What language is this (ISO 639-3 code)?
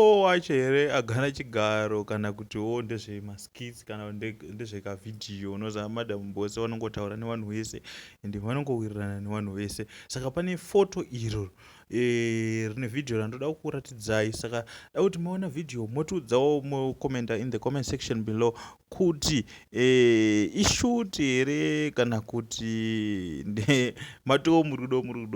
sna